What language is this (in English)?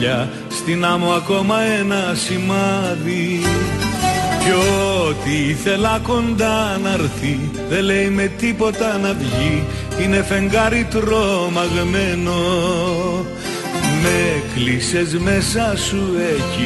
Greek